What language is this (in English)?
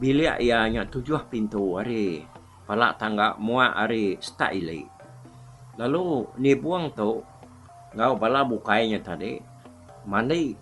Iban